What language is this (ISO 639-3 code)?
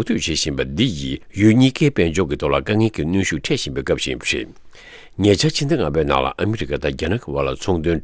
bod